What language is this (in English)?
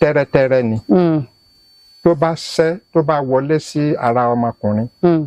Yoruba